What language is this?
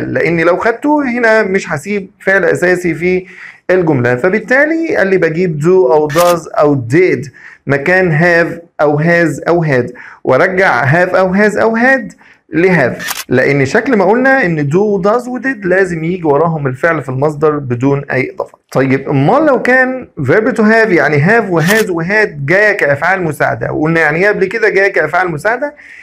Egyptian Arabic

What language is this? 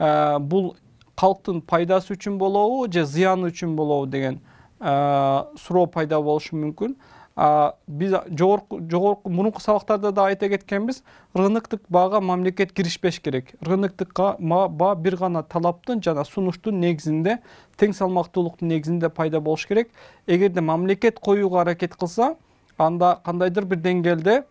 Kyrgyz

